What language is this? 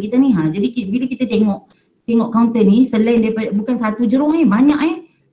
Malay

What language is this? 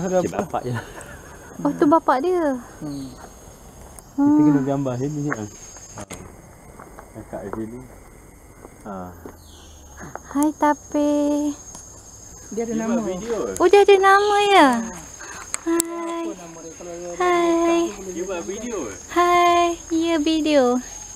Malay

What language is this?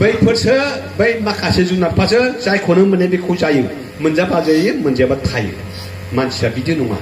Bodo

